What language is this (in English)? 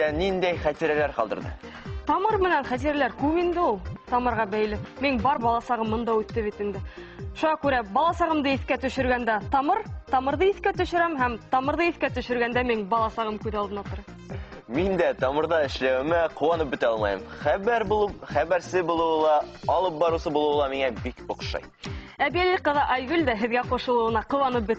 Bashkir